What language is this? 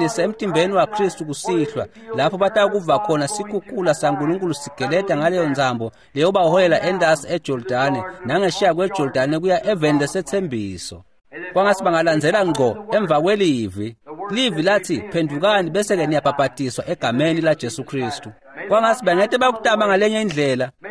Swati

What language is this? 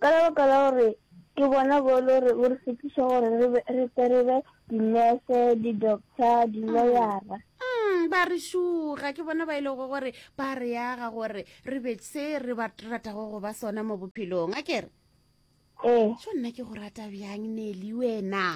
Northern Sotho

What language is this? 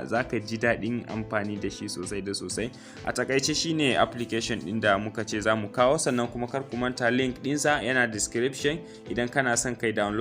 Hausa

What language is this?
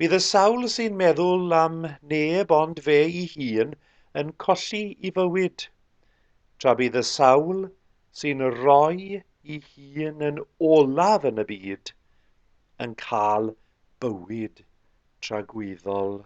Welsh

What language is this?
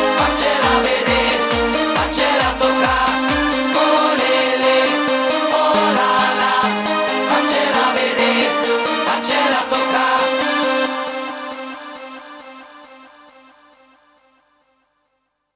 Italian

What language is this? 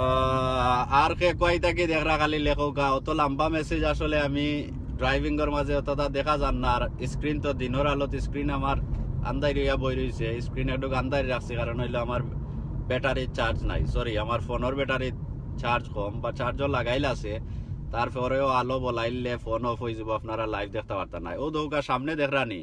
Sylheti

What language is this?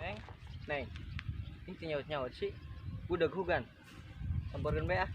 Sundanese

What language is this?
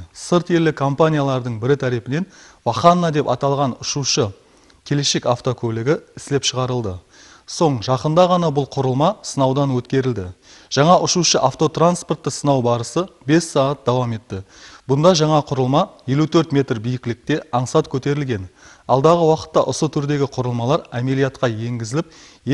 Kara-Kalpak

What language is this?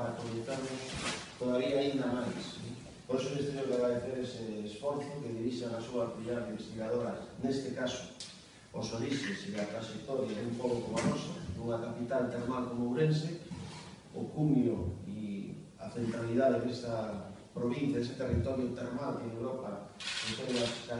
Galician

